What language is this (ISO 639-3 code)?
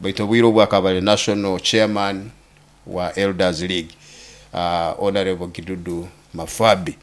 nyo